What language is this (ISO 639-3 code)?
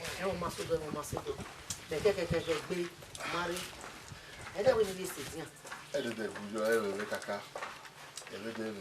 bin